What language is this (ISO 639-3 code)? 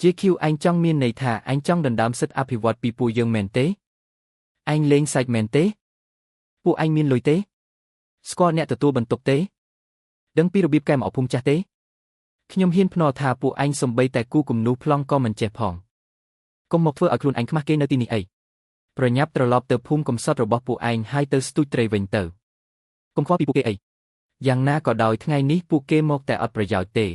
khm